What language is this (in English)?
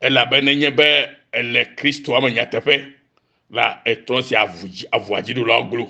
Ewe